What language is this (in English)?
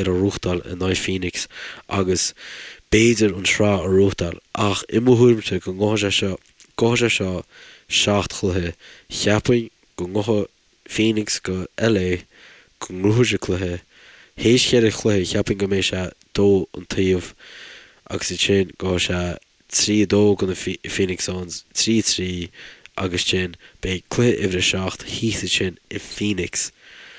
Irish